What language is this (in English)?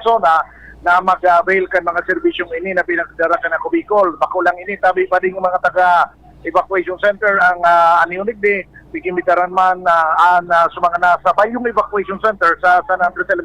Bikol